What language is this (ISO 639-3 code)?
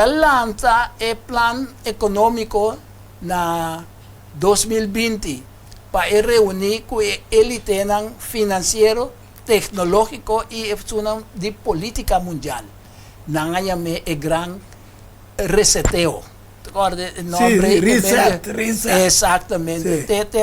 pap